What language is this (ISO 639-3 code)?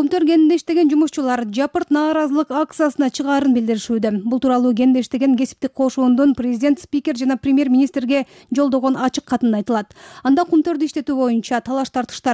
kir